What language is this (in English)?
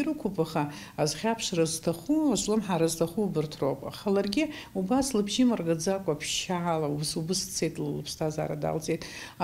Abkhazian